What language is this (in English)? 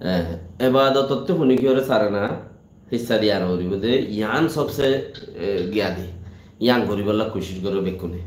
Rohingya